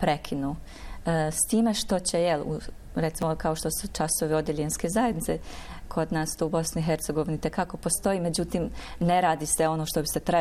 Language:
Bosnian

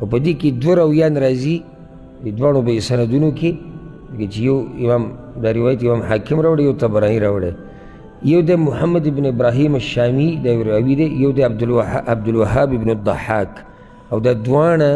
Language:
Pashto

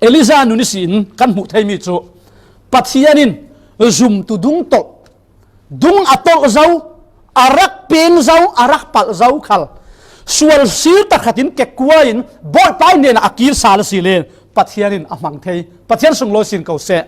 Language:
Falam Chin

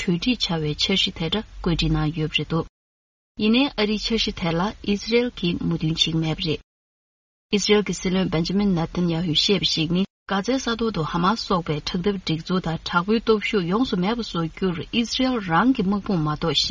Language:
Tibetan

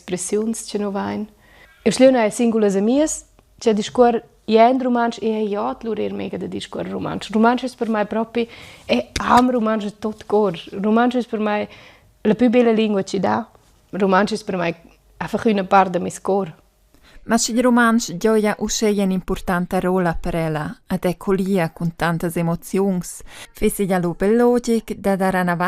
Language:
Romansh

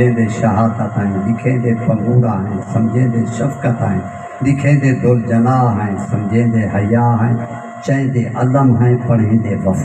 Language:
Saraiki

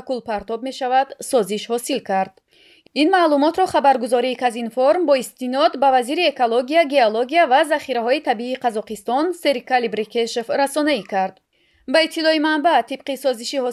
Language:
Tajik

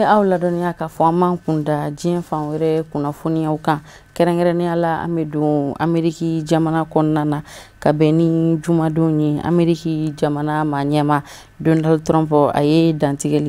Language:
Bambara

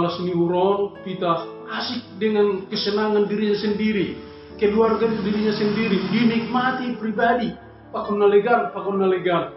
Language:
Batak Simalungun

